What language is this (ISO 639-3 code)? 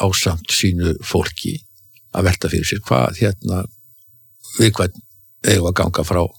isl